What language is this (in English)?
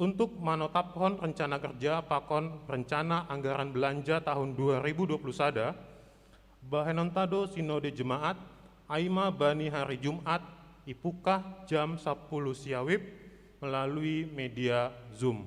Batak Simalungun